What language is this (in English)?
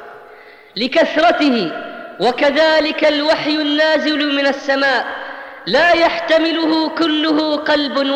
Arabic